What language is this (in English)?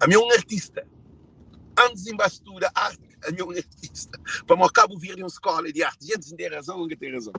Kabuverdianu